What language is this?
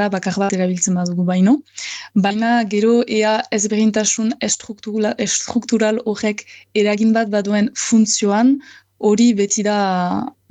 Basque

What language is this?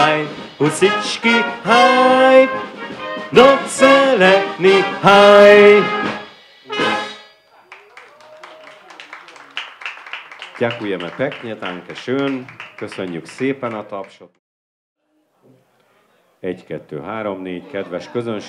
Hungarian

